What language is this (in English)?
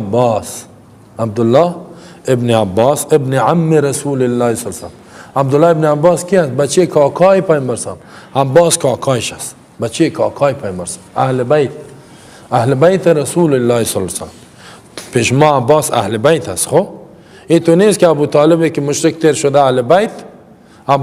Persian